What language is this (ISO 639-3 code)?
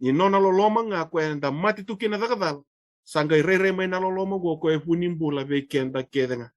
fij